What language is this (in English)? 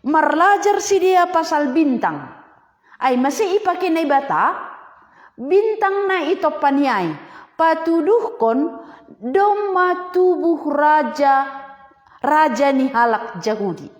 Batak Simalungun